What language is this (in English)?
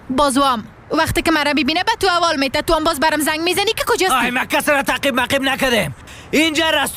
Persian